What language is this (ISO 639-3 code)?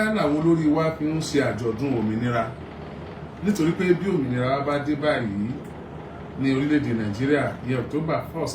yor